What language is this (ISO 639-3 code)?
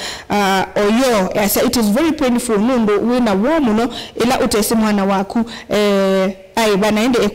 kam